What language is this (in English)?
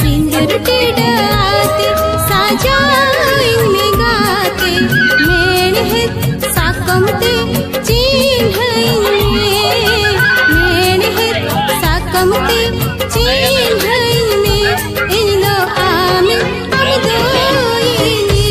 Santali